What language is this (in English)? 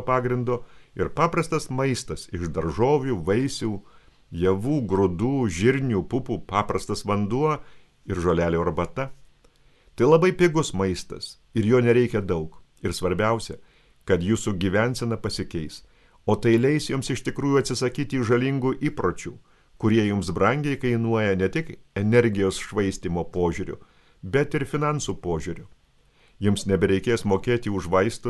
Lithuanian